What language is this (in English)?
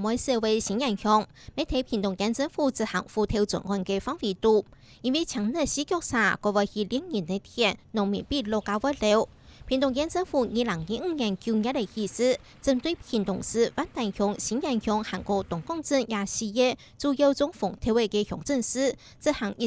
Hakka Chinese